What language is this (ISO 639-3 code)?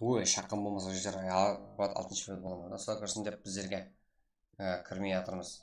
kaa